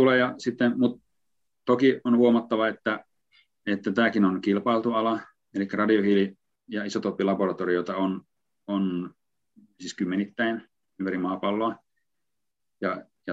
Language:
Finnish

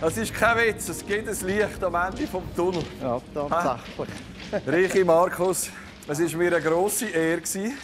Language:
Swiss German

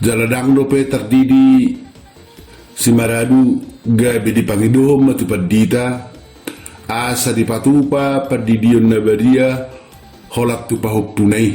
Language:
Batak Toba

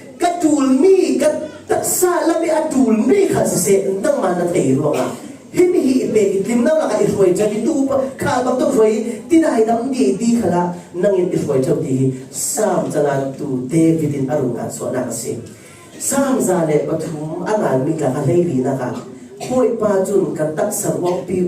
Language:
Falam Chin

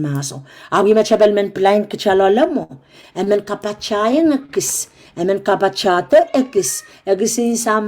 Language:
Pohnpeian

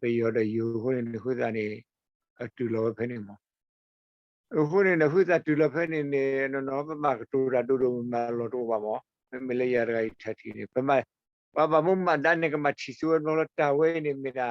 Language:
S'gaw Karen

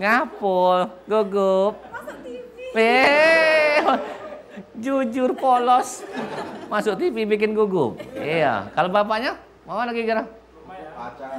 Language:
Musi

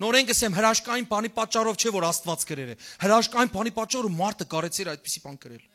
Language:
Western Armenian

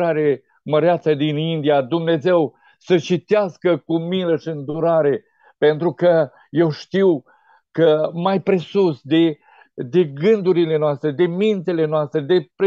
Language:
Romanian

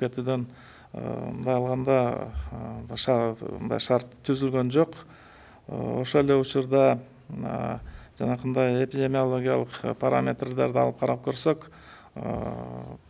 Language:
Kyrgyz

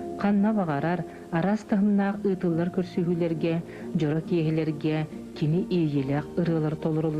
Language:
Yakut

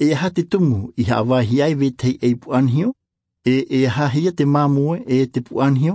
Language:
Tahitian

